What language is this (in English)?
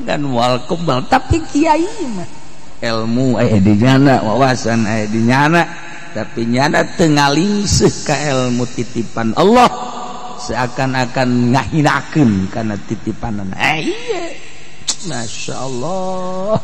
Sundanese